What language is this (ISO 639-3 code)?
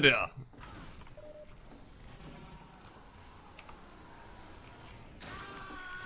dan